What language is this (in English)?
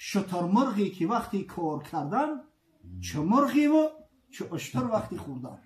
Tajik